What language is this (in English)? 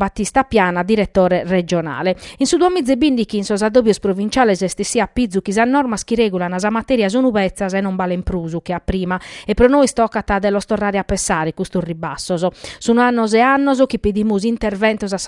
Sardinian